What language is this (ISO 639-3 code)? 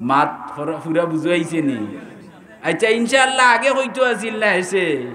syl